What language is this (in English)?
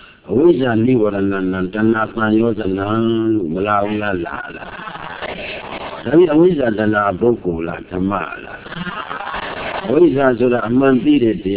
Burmese